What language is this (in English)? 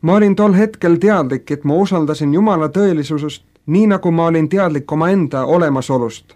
Estonian